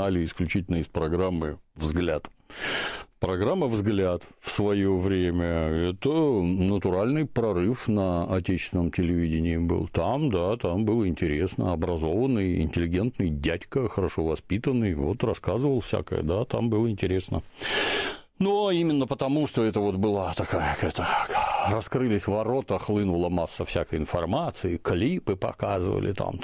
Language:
Russian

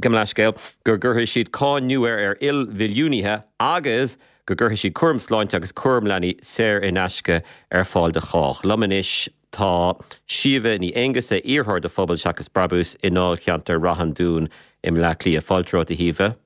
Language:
Irish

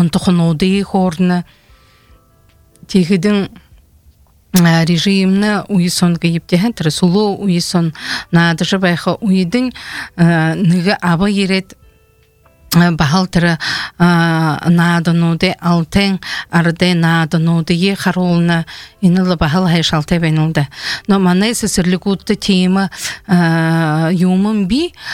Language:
Buriat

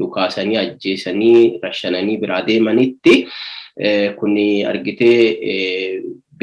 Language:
Oromo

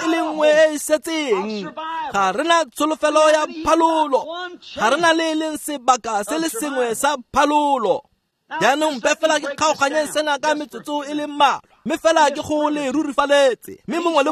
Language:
Tswana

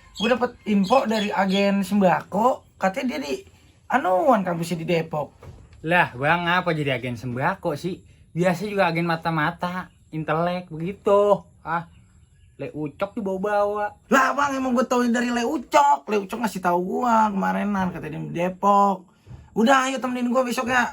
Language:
Betawi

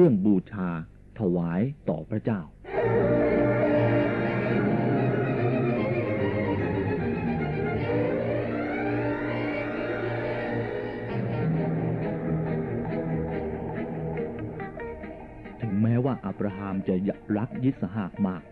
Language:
Thai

